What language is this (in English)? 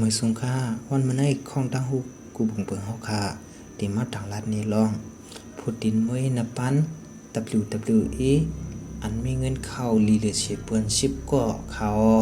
Shan